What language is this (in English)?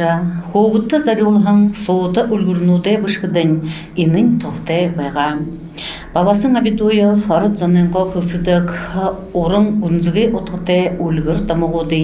Buriat